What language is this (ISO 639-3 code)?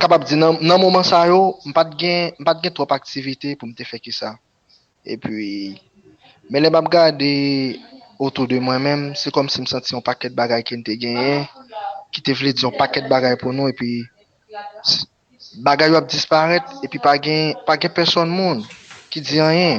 hat